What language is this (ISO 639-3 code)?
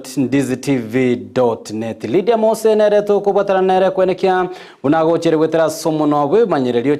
guz